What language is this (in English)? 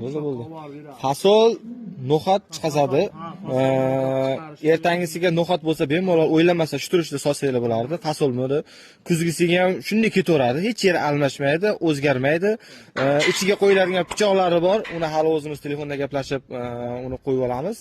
Uzbek